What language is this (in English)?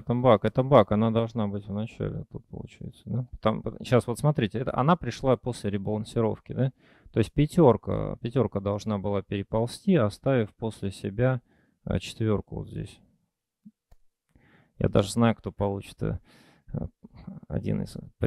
Russian